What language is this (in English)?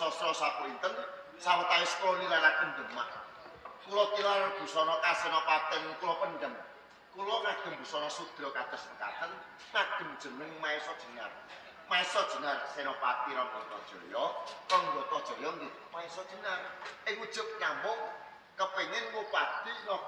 Javanese